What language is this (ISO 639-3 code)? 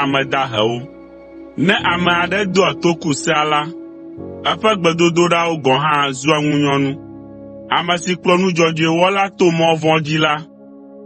ewe